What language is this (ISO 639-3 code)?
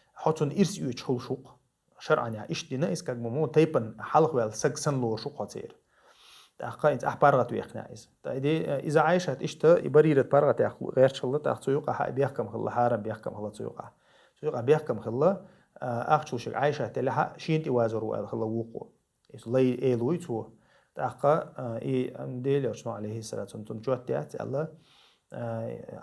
che